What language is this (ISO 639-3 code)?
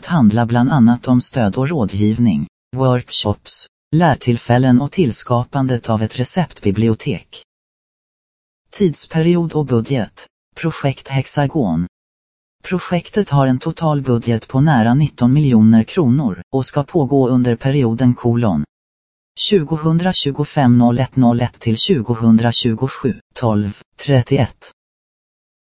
swe